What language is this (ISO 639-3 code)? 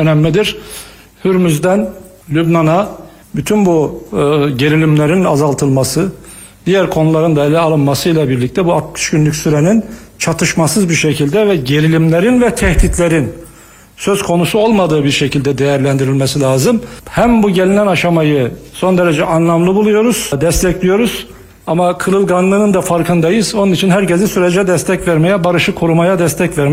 tur